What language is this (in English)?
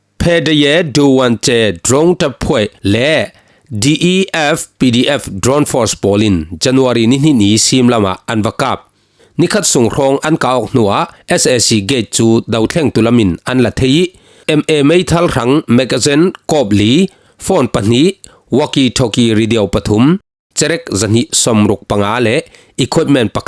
Falam Chin